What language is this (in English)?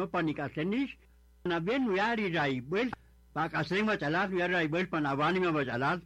Kaqchikel